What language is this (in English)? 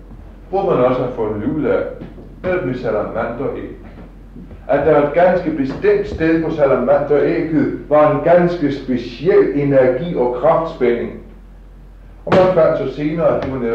Danish